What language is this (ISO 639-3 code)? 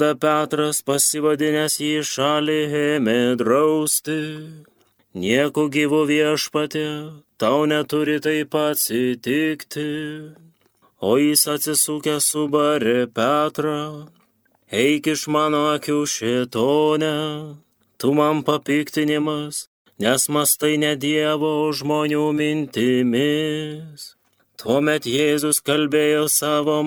lit